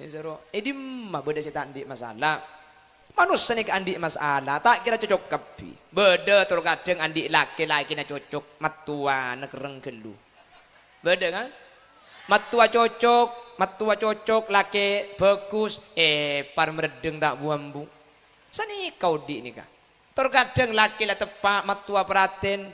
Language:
Madurese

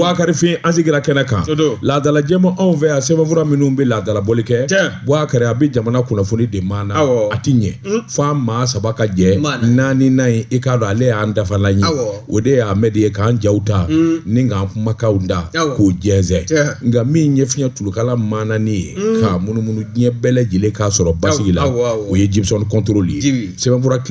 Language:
Bambara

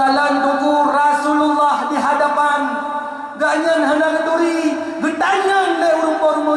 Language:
Achinese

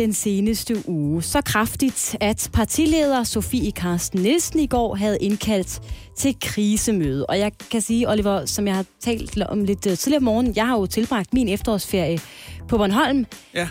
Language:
Danish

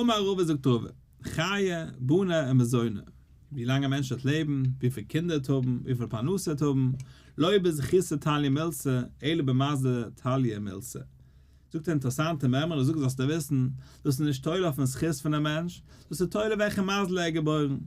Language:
Yiddish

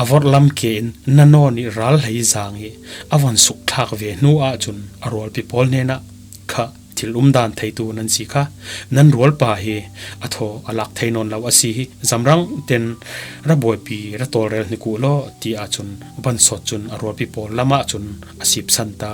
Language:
Falam Chin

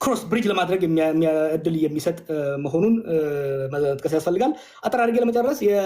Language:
Amharic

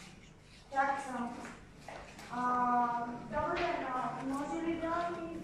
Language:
Bulgarian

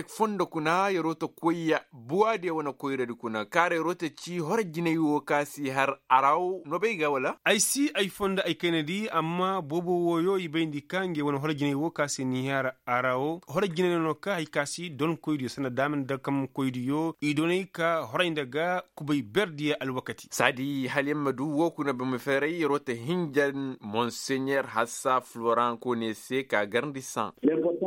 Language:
Koyraboro Senni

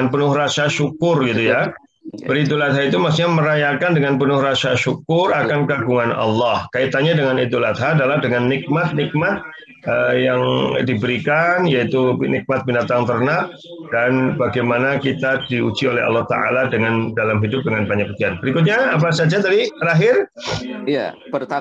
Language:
Indonesian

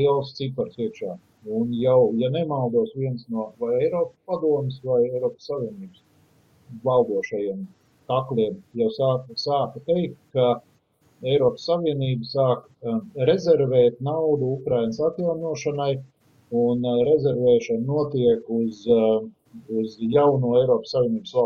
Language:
Latvian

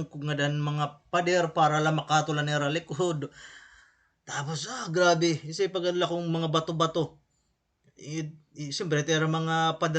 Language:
Waray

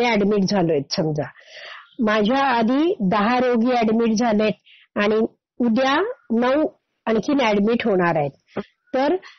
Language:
Marathi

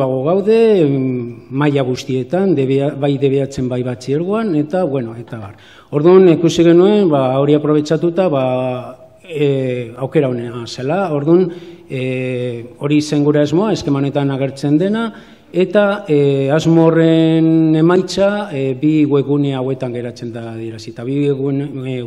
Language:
Basque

